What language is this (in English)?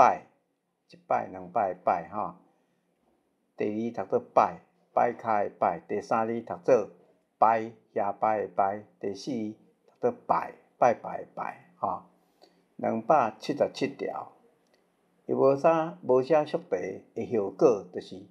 Min Nan Chinese